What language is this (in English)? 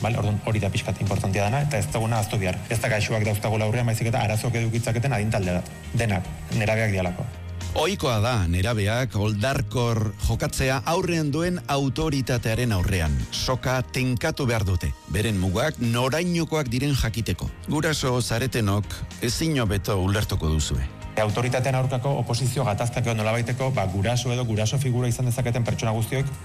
Basque